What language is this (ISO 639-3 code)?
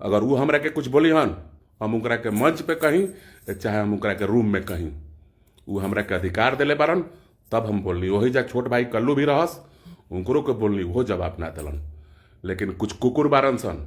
bho